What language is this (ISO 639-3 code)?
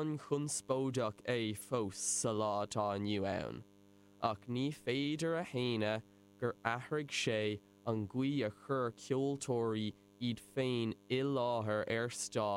gle